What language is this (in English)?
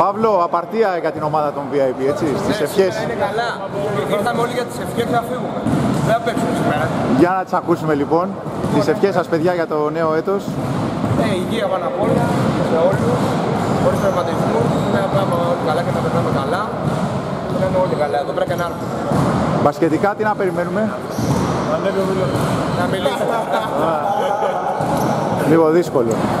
Greek